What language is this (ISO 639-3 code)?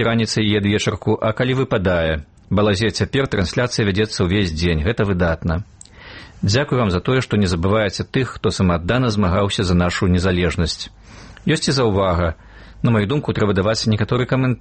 bel